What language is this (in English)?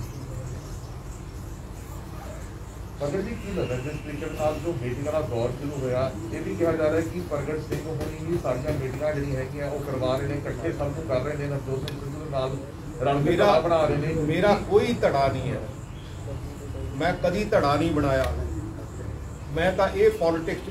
Punjabi